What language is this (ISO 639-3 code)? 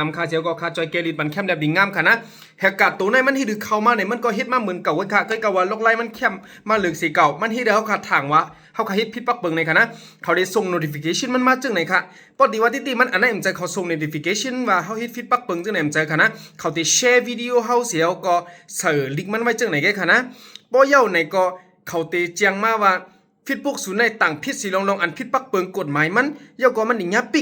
shn